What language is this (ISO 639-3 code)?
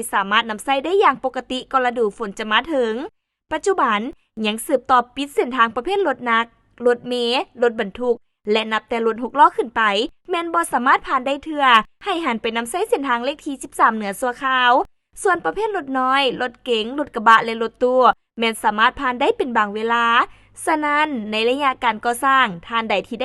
lao